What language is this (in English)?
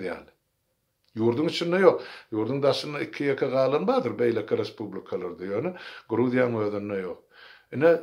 Turkmen